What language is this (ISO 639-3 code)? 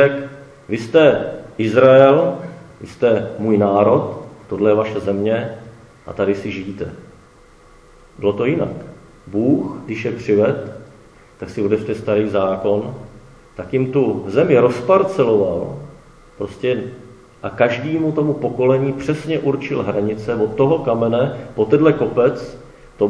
ces